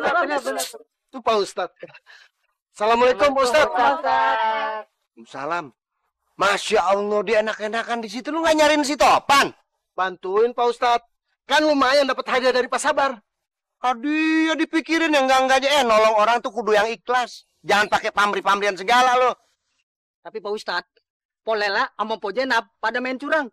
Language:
Betawi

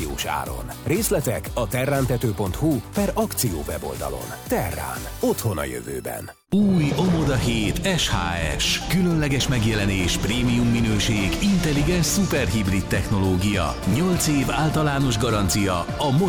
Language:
Hungarian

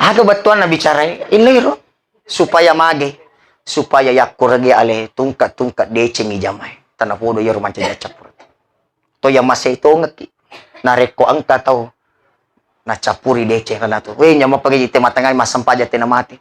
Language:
Buginese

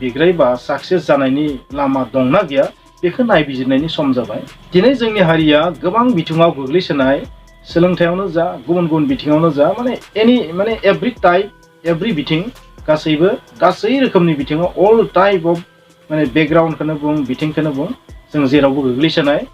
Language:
Bodo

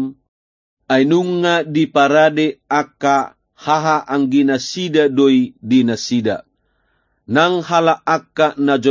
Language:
Batak Toba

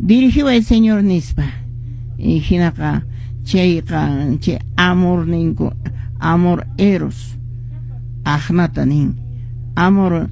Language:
Quechua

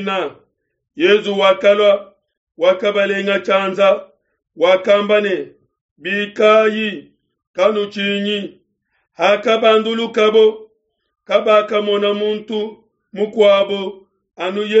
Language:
Luba-Lulua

